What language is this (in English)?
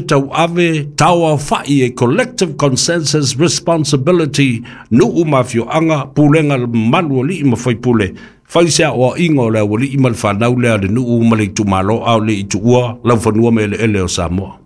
Samoan